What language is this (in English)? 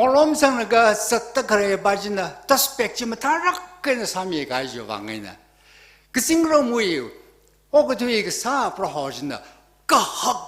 Tangkhul Naga (India)